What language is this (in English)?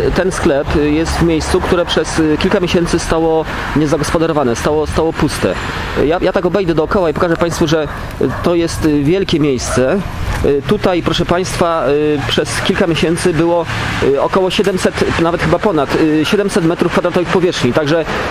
Polish